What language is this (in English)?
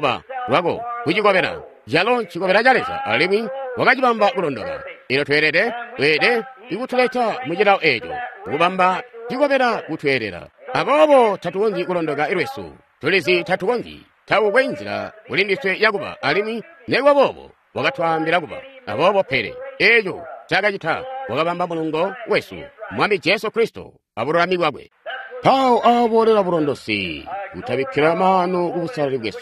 Tonga (Zambia)